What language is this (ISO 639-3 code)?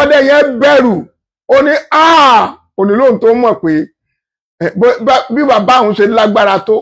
yor